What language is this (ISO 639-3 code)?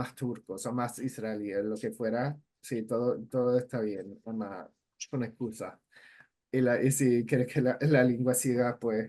lad